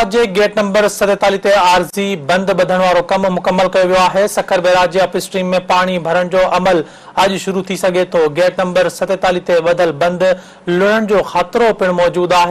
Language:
Sindhi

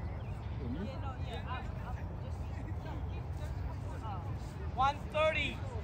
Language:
English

